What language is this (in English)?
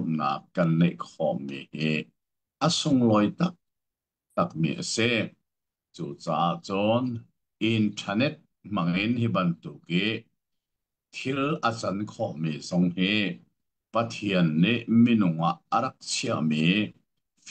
Hakha Chin